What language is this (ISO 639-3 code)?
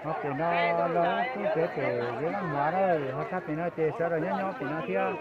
hmn